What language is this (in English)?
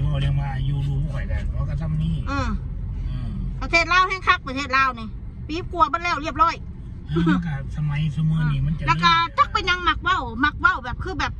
Northeastern Thai